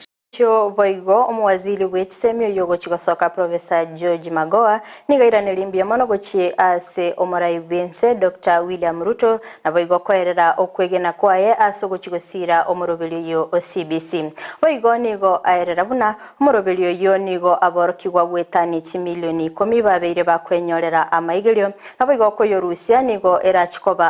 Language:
Gusii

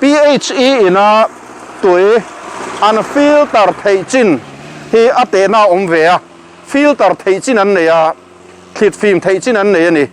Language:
Mizo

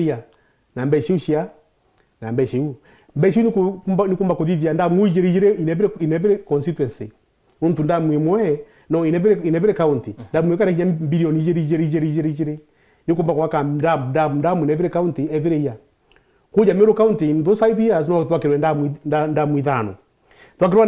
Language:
Meru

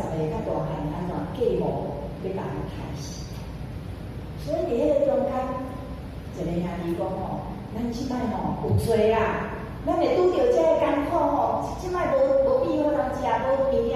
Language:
Min Nan Chinese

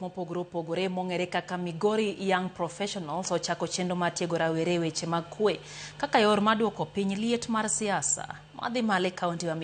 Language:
Luo (Kenya and Tanzania)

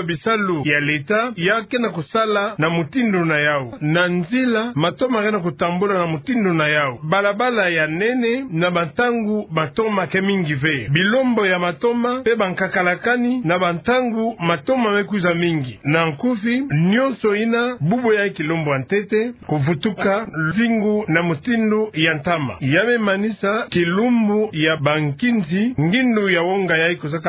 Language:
Kituba (Democratic Republic of Congo)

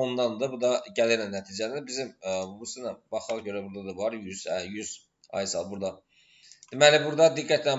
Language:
Azerbaijani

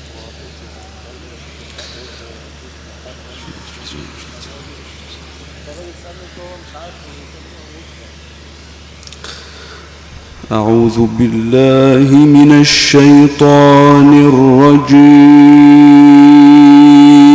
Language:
Arabic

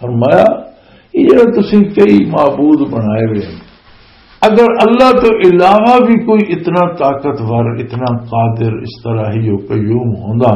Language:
Western Panjabi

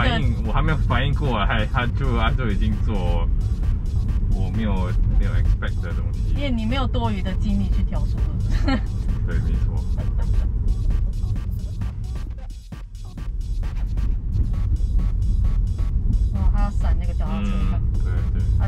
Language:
Chinese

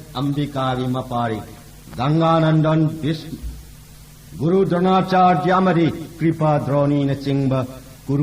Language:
Manipuri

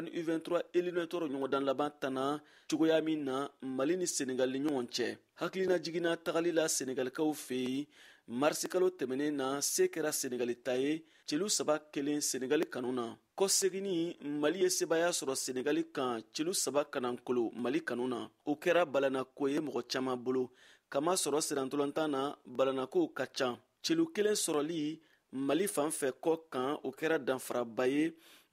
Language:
Bambara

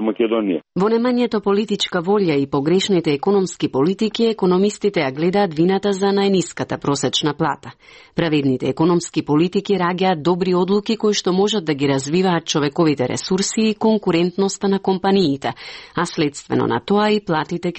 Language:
Macedonian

